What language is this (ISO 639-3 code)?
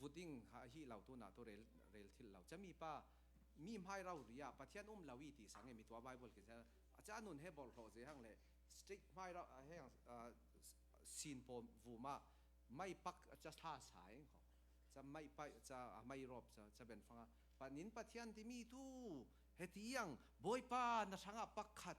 cfm